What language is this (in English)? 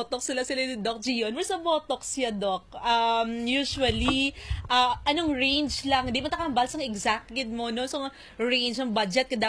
Hiligaynon